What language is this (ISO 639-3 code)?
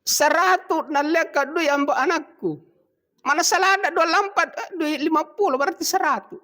bug